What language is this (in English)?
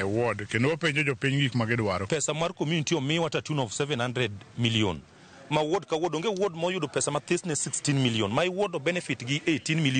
Luo (Kenya and Tanzania)